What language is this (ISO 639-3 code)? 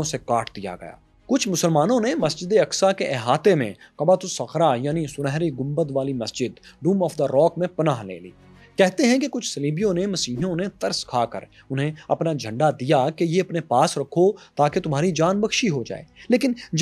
urd